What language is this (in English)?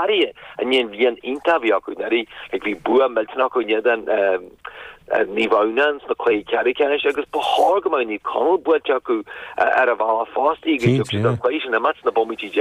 Irish